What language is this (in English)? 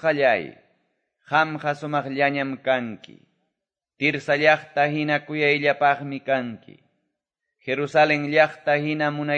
Quechua